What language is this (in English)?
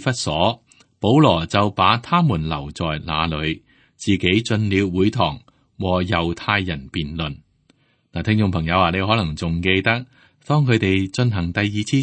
Cantonese